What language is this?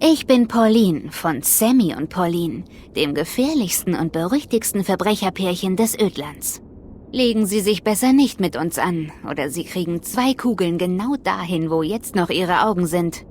Bavarian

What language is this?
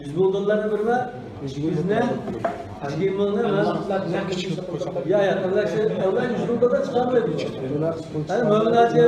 Uyghur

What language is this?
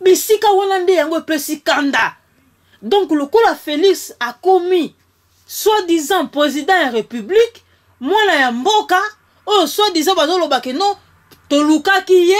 Lingala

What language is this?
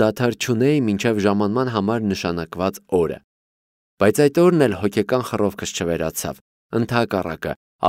Armenian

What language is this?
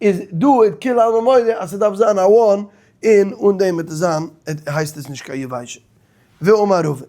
Yiddish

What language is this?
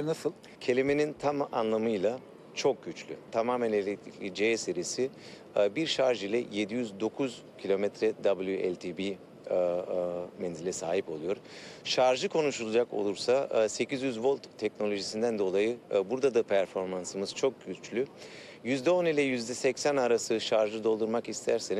Turkish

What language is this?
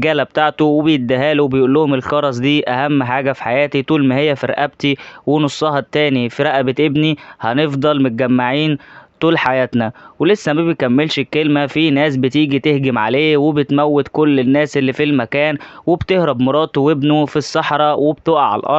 Egyptian Arabic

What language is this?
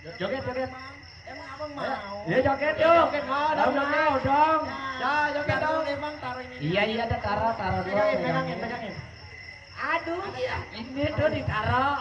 Betawi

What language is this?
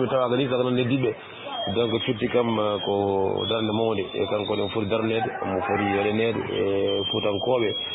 Fula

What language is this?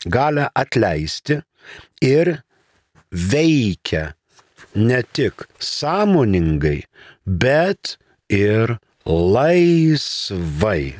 Lithuanian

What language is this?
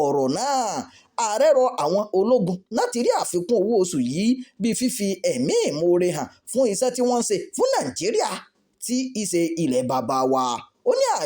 Yoruba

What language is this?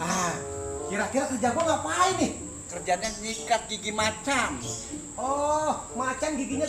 Betawi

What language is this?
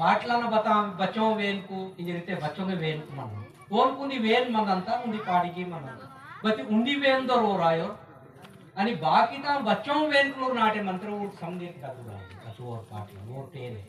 Aheri Gondi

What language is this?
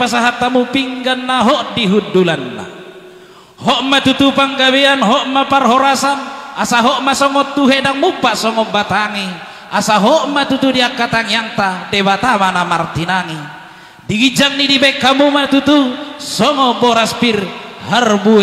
Batak Toba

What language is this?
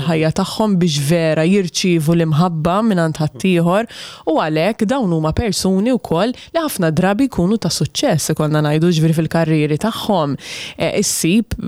Maltese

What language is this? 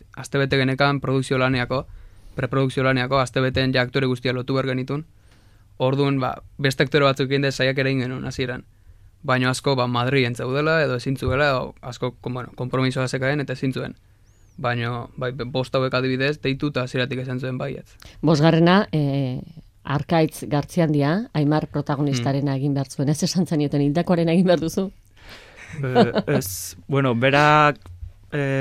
Basque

